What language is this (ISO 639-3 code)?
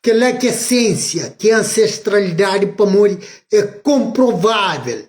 kea